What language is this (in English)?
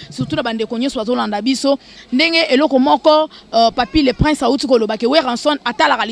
Lingala